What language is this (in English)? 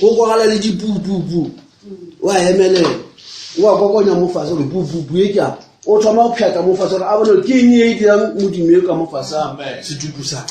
Northern Sotho